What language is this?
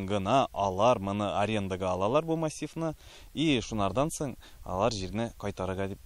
Tatar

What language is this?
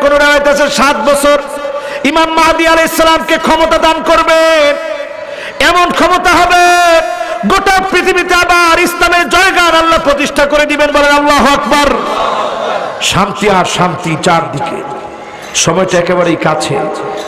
Bangla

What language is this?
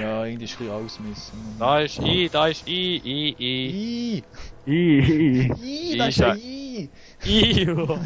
Swiss German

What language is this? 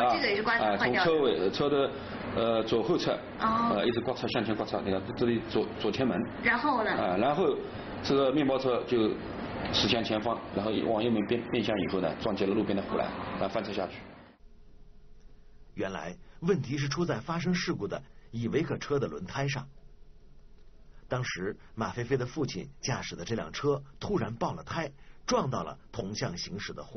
Chinese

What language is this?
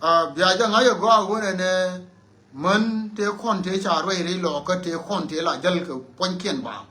Nuer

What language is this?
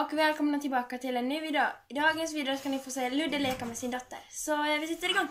Swedish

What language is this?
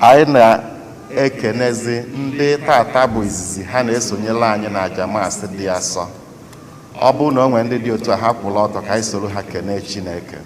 Igbo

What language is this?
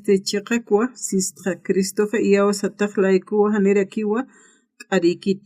Aymara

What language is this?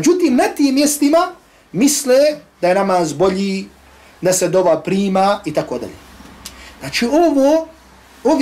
Bosnian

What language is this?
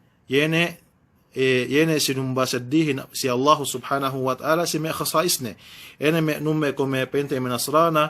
Yakan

